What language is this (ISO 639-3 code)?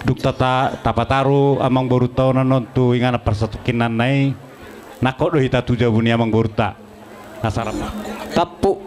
bbc